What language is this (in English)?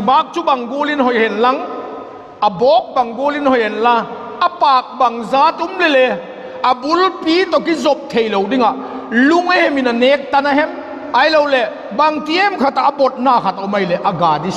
Vaiphei